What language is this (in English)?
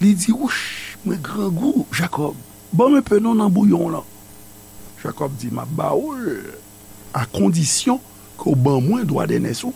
Haitian Creole